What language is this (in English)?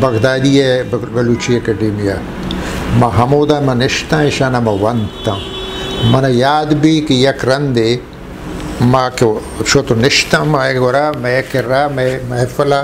Eastern Balochi